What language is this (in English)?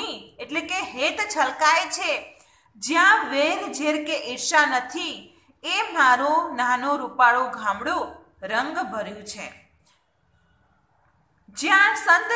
Gujarati